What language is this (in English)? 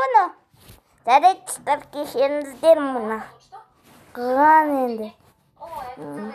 Kazakh